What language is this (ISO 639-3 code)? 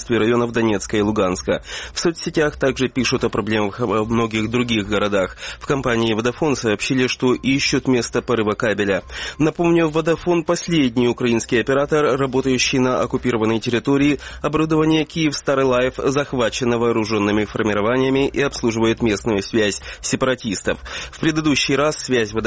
rus